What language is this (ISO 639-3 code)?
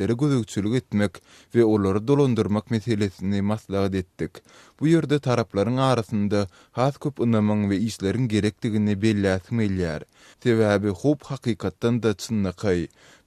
tuk